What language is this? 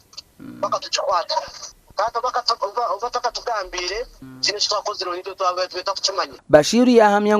Nyankole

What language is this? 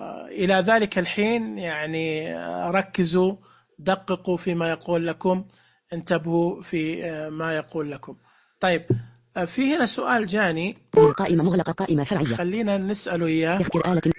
Najdi Arabic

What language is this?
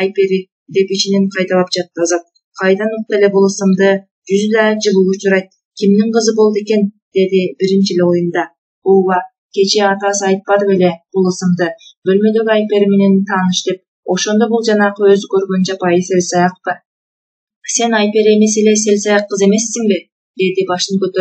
Kyrgyz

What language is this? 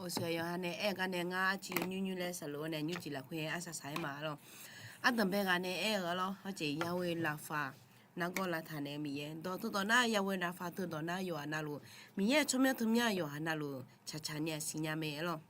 Akha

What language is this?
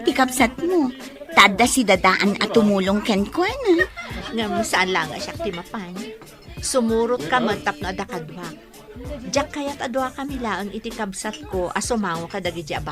Iloko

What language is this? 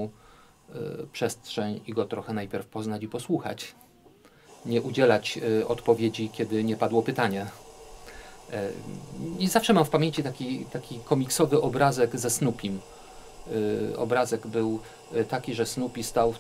Polish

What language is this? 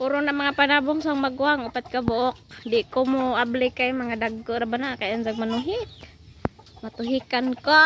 Cebuano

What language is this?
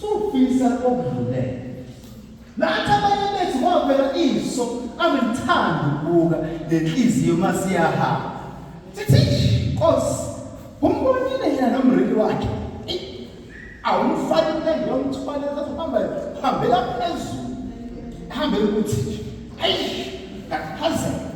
Zulu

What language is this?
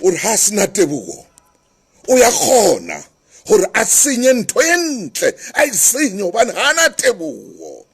Southern Sotho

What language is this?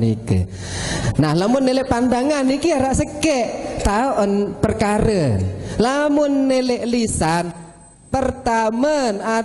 Sasak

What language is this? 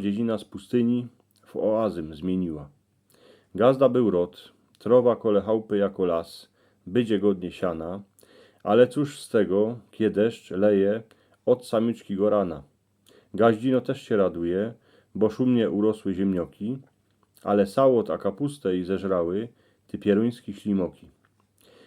Silesian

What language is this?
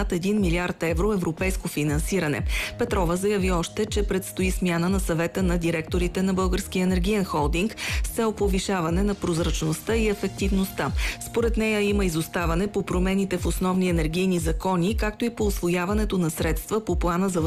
Bulgarian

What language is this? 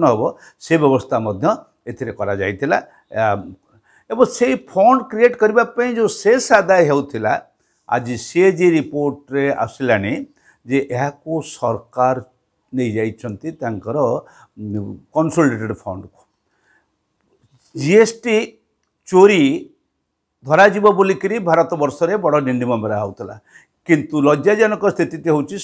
Odia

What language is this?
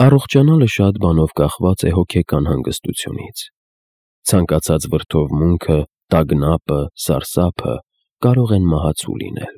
Armenian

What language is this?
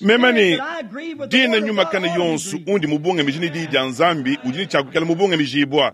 Luba-Lulua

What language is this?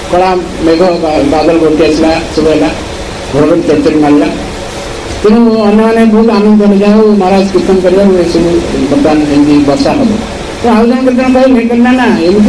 Odia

